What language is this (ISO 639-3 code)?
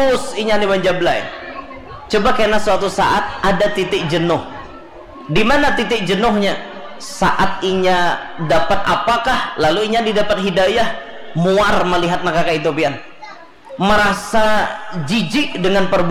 bjn